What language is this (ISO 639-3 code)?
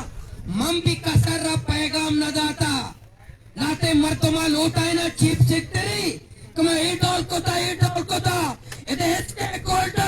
bal